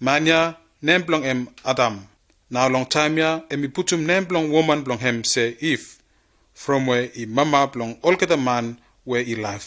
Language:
Bislama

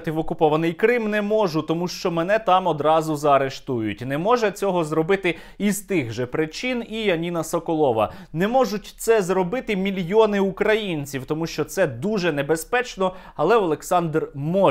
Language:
Ukrainian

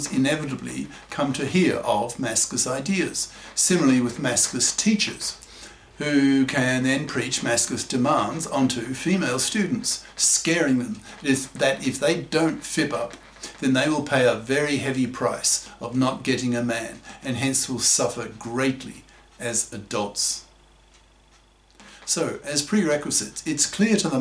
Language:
English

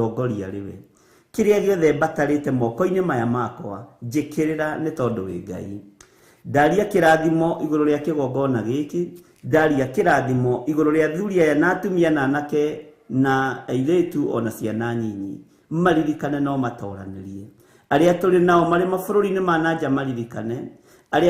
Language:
Kikuyu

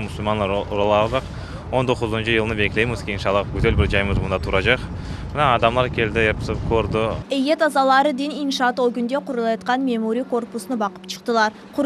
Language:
Crimean Tatar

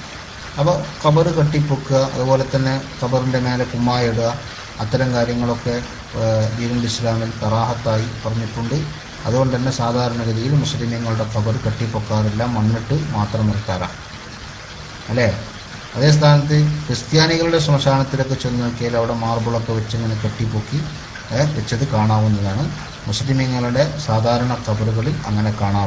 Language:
Malayalam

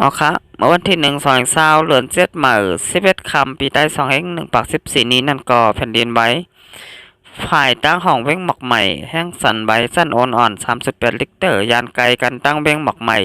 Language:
Shan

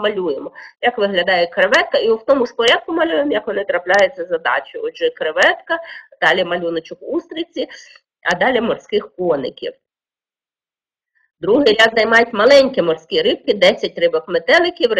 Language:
Ukrainian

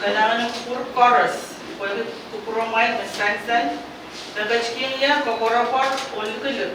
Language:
Pohnpeian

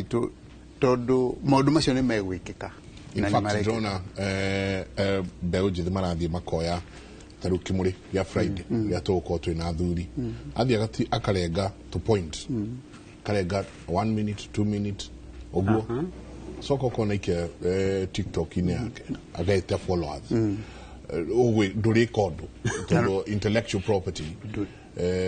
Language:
Kikuyu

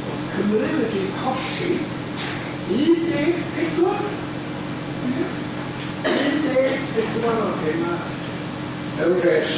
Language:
Welsh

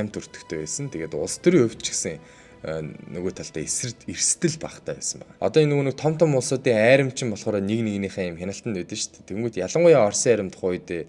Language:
Mongolian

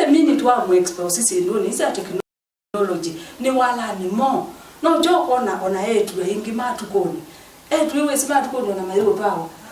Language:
Kamba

